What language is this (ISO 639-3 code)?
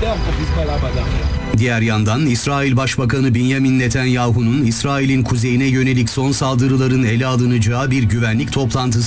tur